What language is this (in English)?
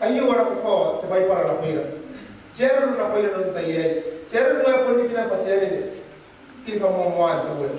Gilbertese